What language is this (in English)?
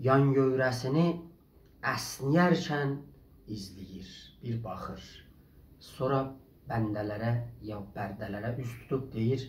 South Azerbaijani